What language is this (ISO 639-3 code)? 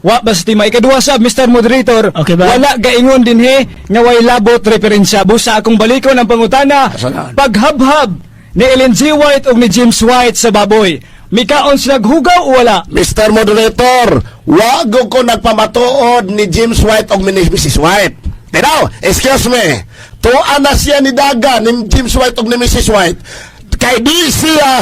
ceb